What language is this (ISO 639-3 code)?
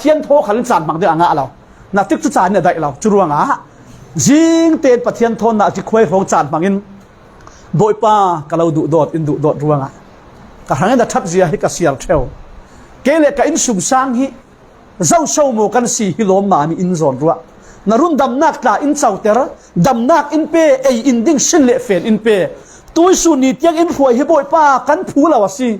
cfm